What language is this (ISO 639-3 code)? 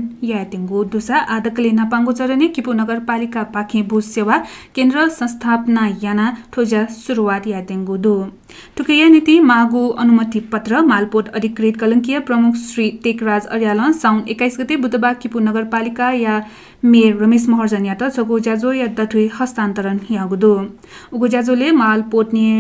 new